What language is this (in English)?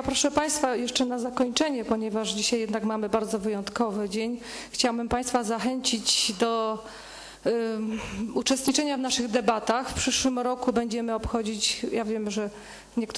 Polish